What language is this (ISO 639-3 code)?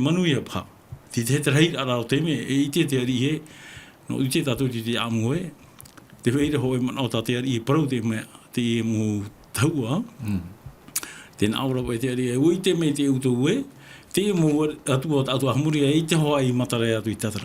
tah